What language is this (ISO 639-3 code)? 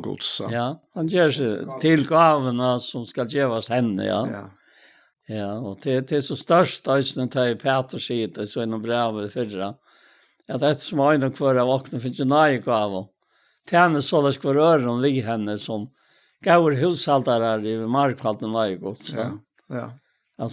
fao